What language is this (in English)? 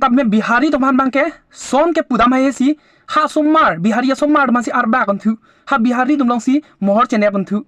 Karbi